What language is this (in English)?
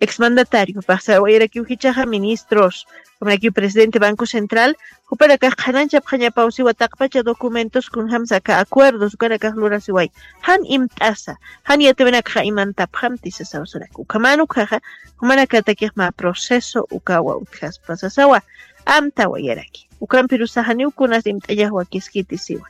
Aymara